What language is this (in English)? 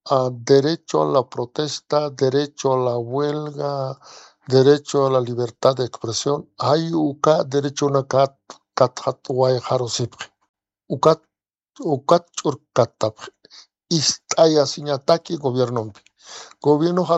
Aymara